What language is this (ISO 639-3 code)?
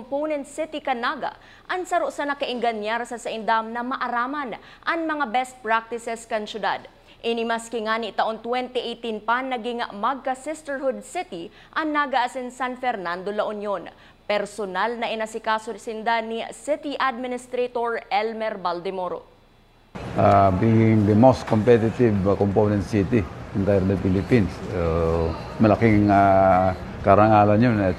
bik